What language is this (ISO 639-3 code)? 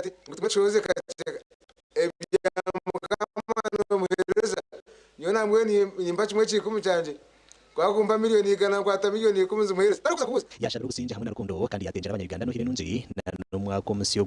nyn